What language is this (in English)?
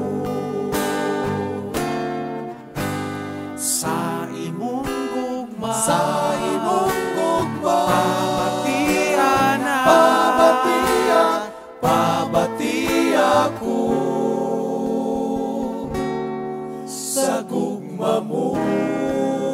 Cebuano